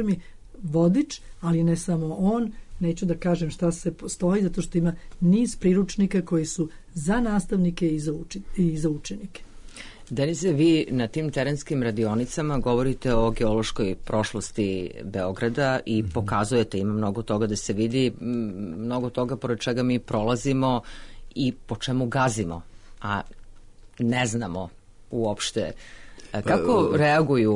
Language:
Serbian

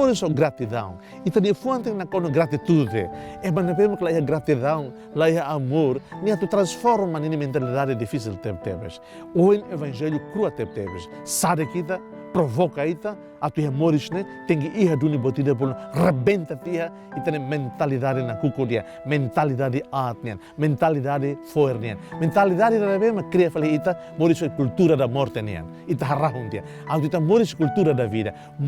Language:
Tetum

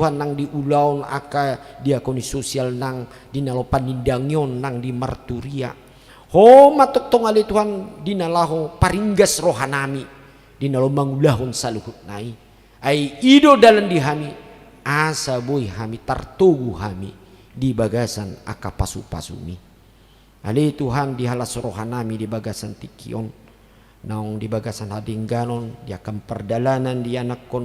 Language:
Batak Toba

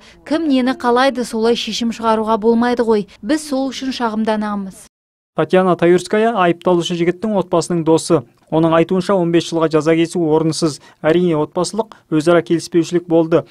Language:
Kazakh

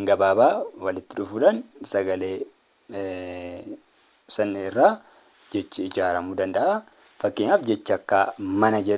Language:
Oromo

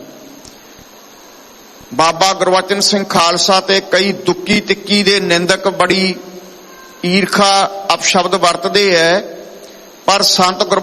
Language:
Punjabi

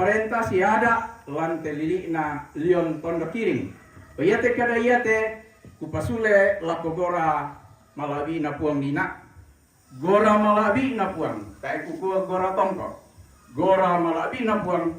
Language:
Toraja-Sa'dan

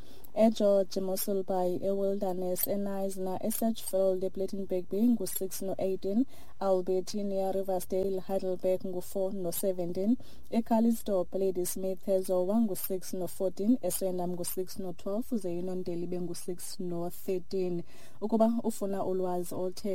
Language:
Xhosa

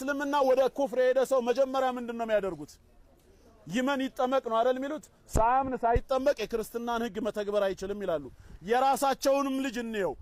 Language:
Amharic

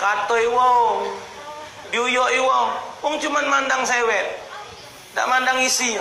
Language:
Musi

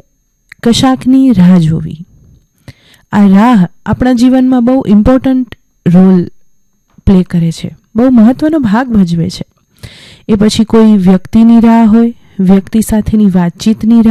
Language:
Gujarati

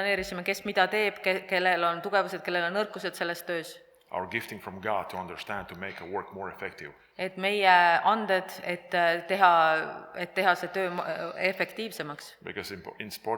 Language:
Estonian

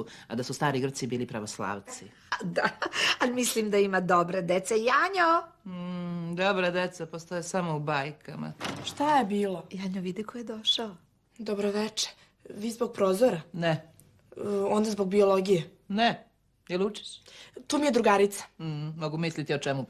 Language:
Serbian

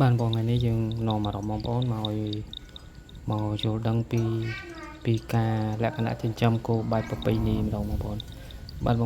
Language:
Khmer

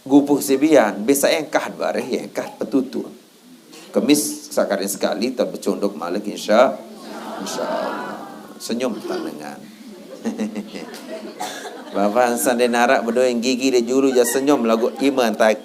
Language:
Sasak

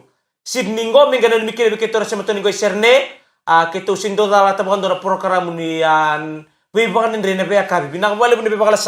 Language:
Fijian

